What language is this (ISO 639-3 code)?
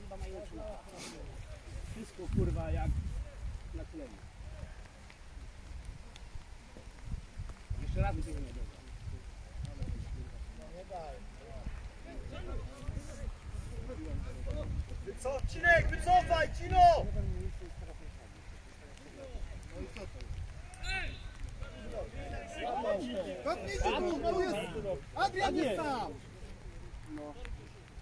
pol